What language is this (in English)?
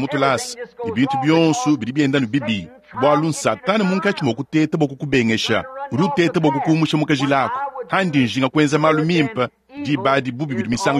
Luba-Lulua